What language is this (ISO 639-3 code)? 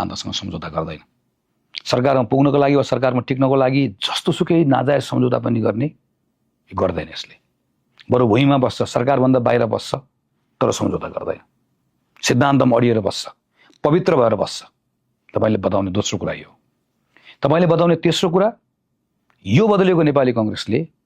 nep